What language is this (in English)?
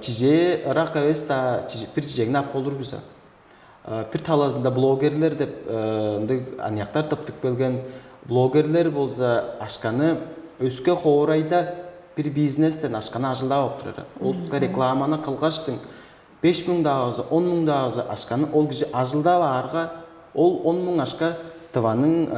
Tuvinian